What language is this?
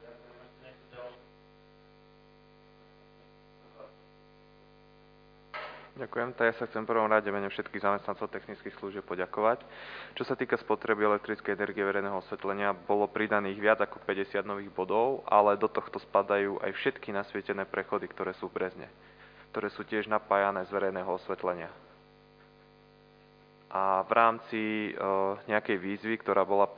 Slovak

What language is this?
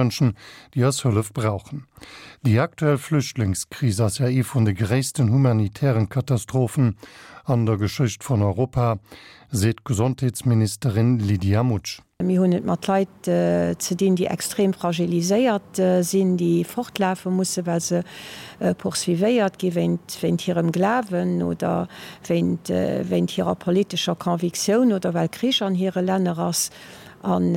Luxembourgish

